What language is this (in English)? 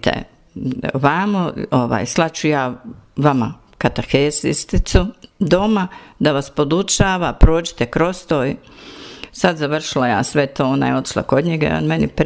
Bosnian